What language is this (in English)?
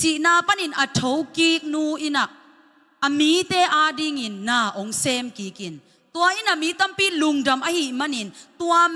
Tedim Chin